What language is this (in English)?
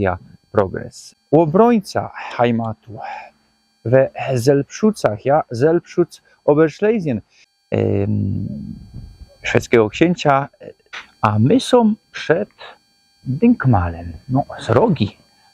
Silesian